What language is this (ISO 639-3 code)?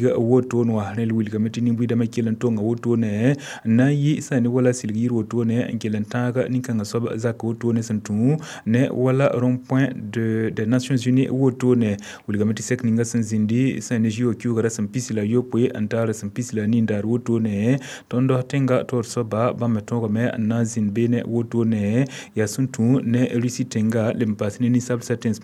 mos